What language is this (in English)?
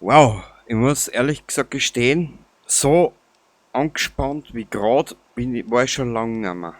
Bavarian